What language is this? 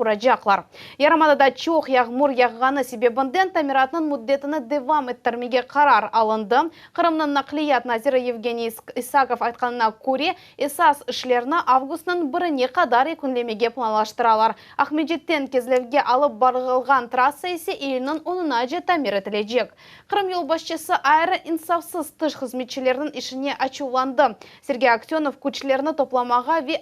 Crimean Tatar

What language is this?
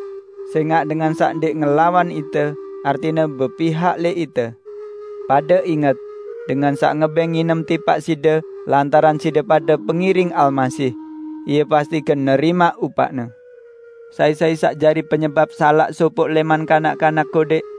Sasak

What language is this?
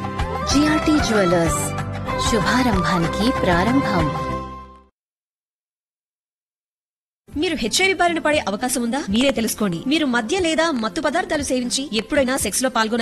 Telugu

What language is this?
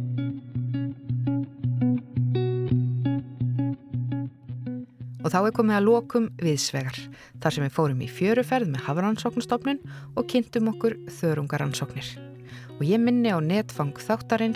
Icelandic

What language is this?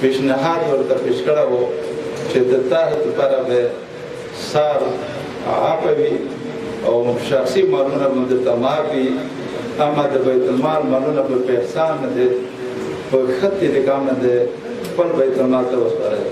Pashto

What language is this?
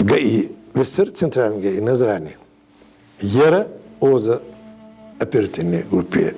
Ingush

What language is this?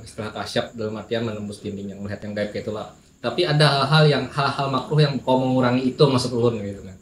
Banjar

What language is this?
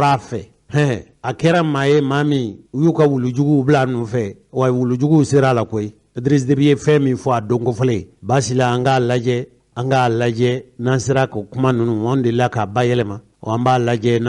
Bambara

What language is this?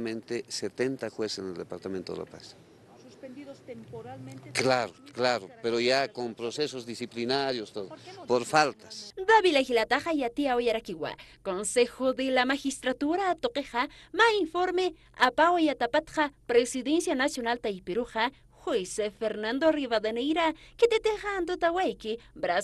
Aymara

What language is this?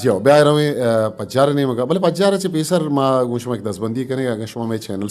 Eastern Balochi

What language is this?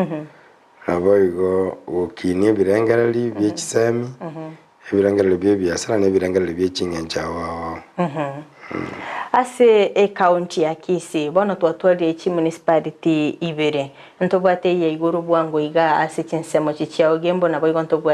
Gusii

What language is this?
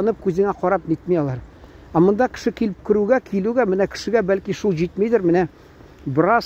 Tatar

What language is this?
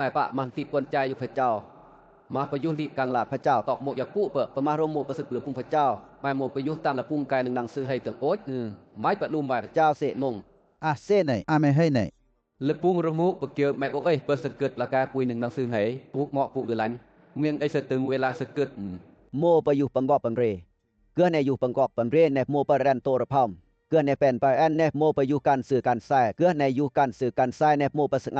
Western Lawa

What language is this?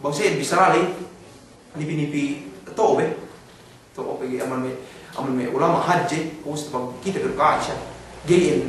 Yakan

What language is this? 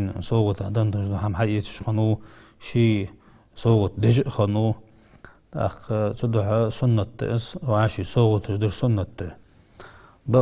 Ingush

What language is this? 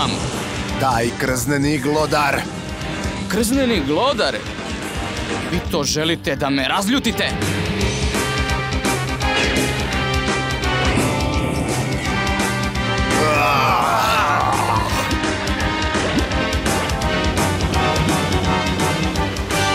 Serbian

